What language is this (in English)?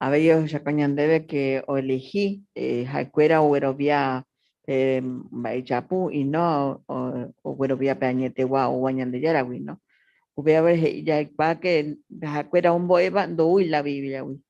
Guarani